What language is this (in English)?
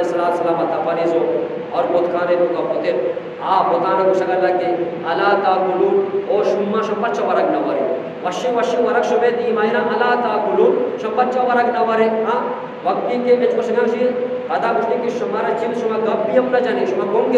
Eastern Balochi